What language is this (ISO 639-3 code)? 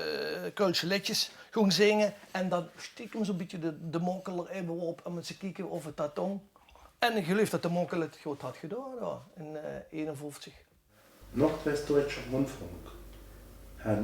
lim